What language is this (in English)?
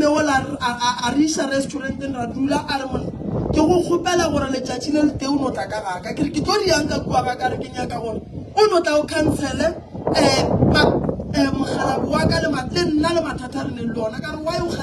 Northern Sotho